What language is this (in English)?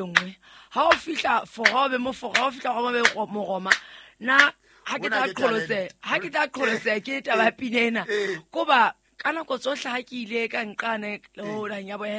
Southern Sotho